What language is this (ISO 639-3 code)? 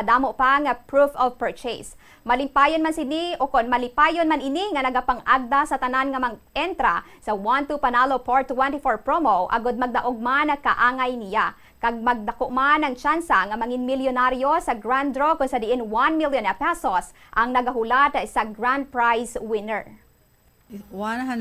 hil